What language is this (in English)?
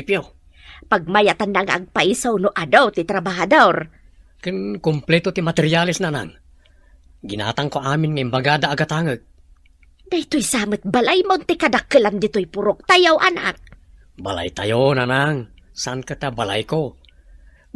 Iloko